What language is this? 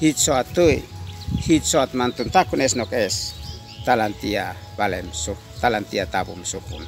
Uab Meto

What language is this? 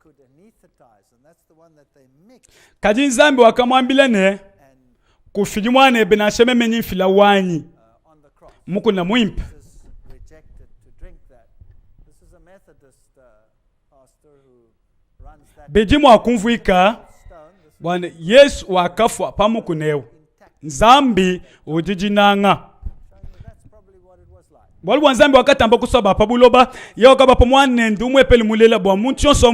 Luba-Lulua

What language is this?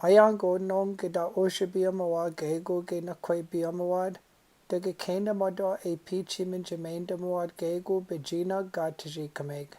Chippewa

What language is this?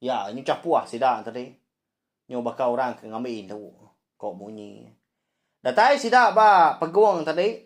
Iban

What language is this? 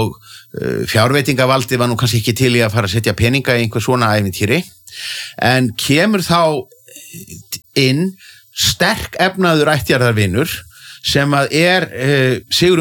Icelandic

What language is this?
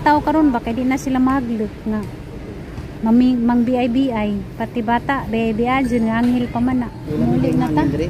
Cebuano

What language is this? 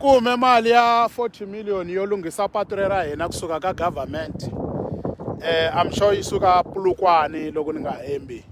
Tsonga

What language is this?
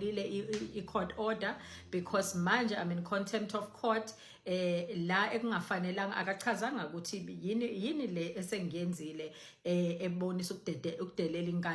Zulu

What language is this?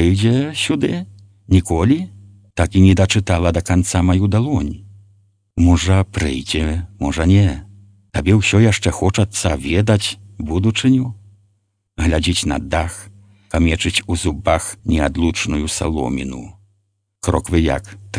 Belarusian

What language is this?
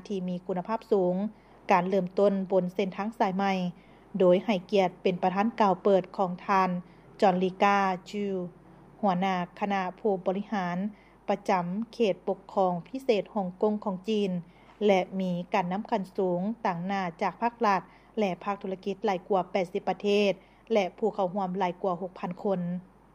Lao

